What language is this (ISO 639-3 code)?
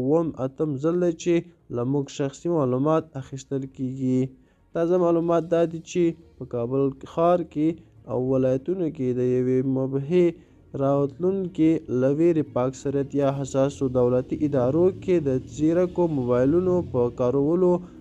pus